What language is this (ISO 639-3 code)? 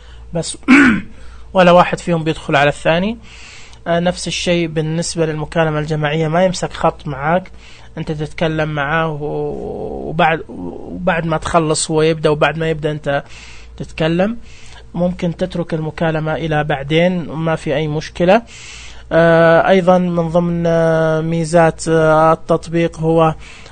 ars